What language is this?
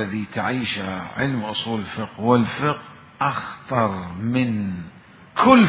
Mesopotamian Arabic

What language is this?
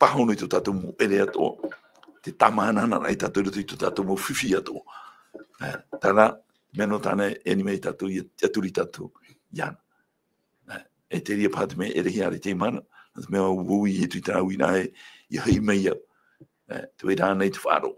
Tahitian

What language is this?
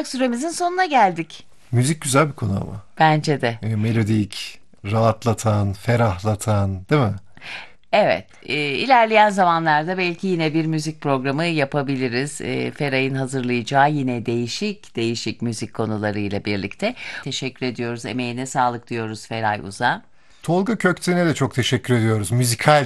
Turkish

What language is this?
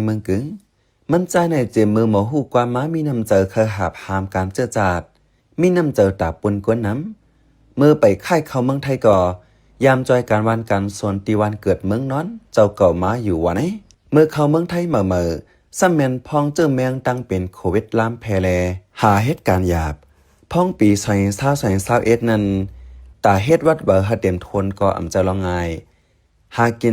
Shan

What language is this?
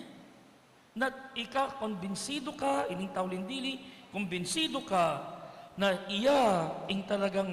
Pampanga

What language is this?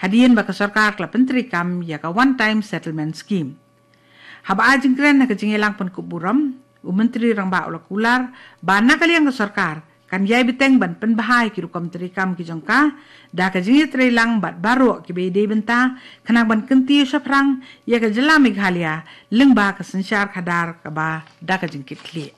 Khasi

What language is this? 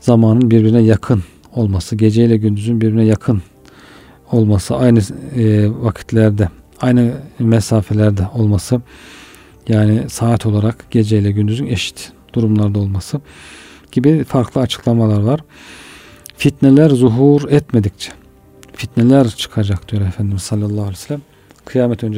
Turkish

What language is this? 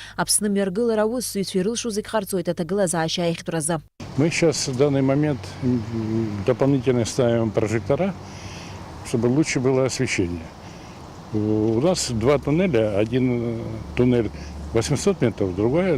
Abkhazian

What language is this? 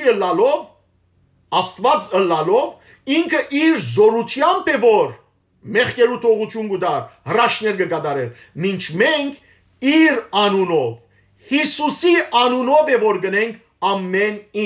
Western Armenian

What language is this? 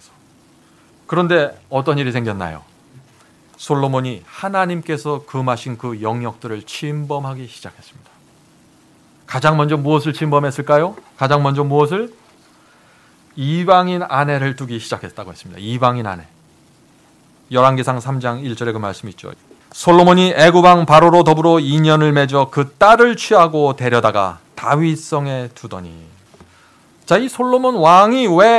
Korean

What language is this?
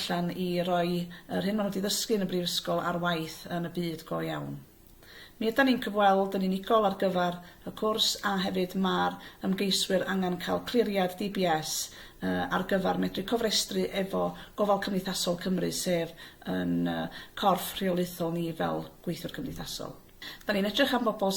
Welsh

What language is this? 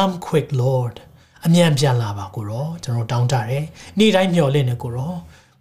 Burmese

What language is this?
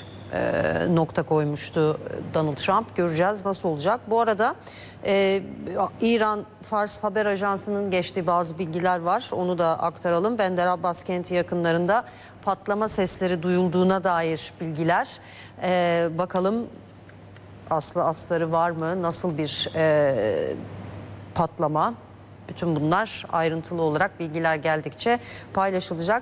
Turkish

